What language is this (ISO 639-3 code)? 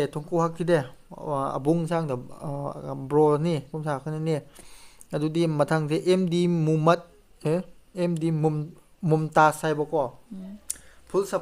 mni